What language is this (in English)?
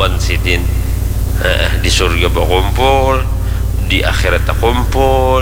Banjar